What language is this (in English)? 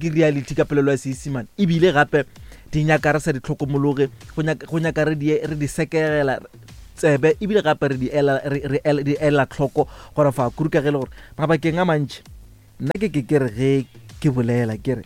Northern Sotho